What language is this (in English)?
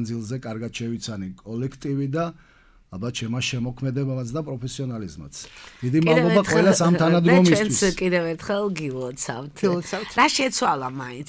Georgian